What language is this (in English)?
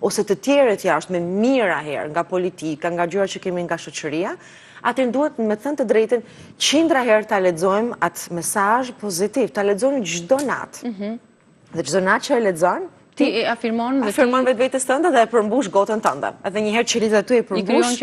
Albanian